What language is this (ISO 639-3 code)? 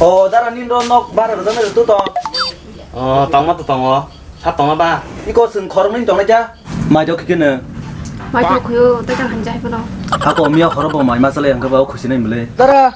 trp